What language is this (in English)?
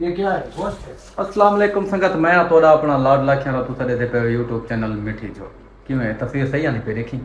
Saraiki